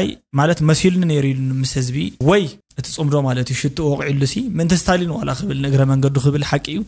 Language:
Tigrinya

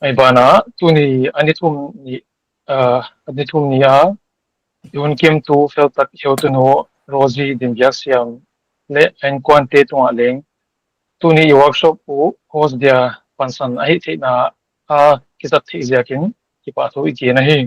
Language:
Paite Chin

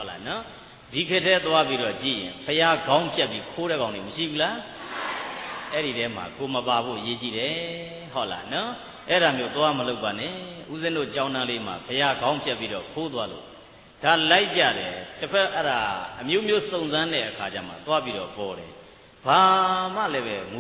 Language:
Burmese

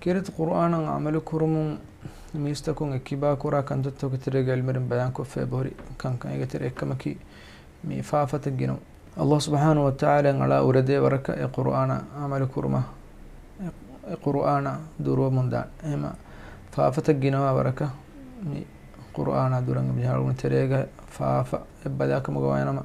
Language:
Divehi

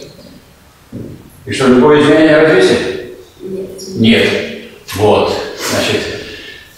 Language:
Russian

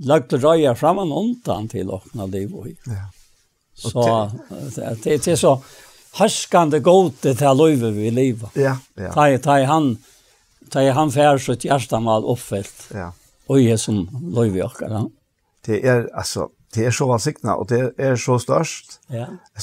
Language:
Faroese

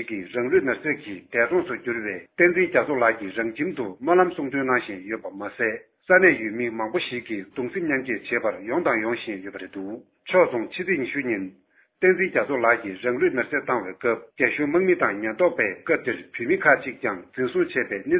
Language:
Tibetan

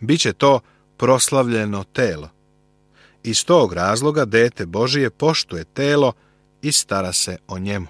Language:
Serbian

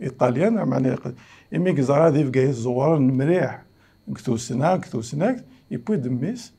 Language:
Kabyle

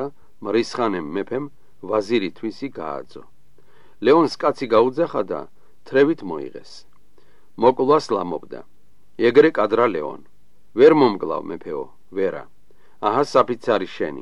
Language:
Georgian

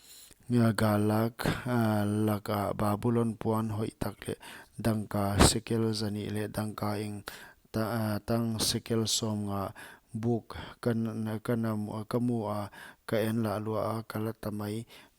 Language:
Paite Chin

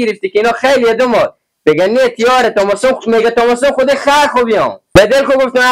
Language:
Hazaragi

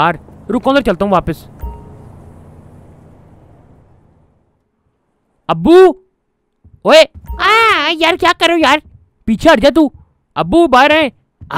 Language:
Hindi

